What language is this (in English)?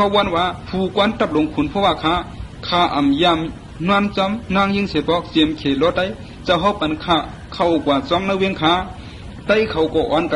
Shan